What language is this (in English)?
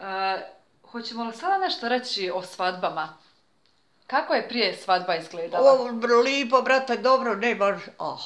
Serbian